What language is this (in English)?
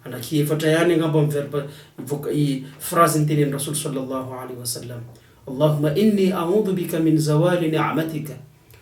Malagasy